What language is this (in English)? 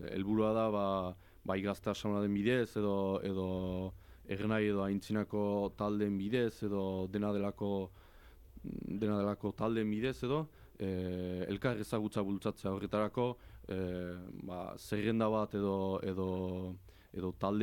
Basque